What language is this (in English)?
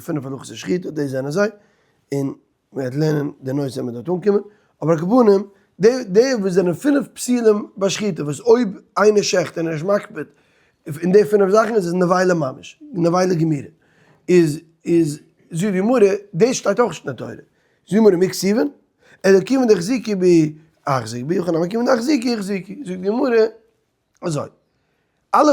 Yiddish